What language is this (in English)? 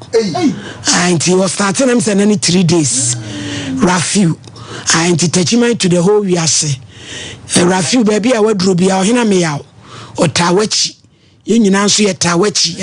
Akan